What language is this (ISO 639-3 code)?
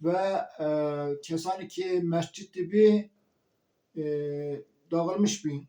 zza